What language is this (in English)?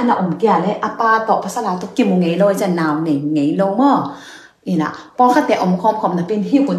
Tedim Chin